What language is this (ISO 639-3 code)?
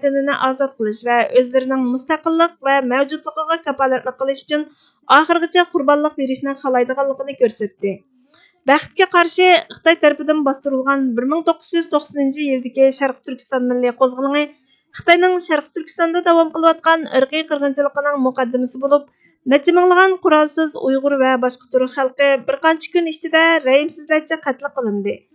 uig